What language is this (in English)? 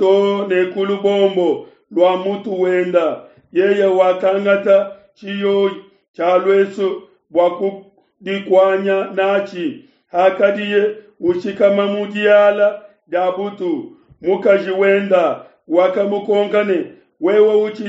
Luba-Lulua